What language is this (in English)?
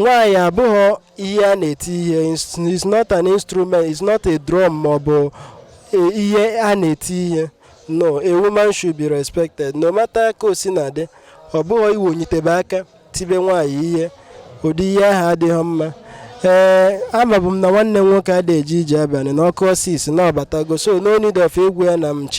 Igbo